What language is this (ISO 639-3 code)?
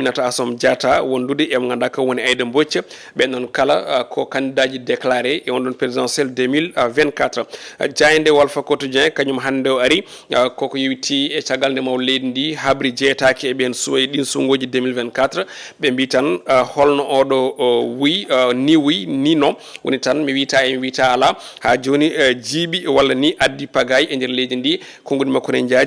ful